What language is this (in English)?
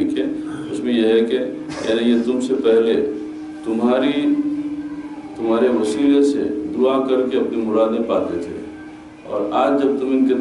Urdu